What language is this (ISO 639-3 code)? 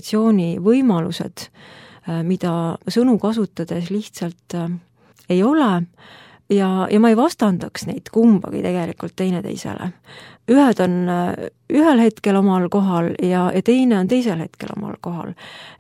est